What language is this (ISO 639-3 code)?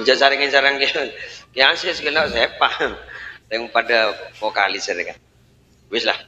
mad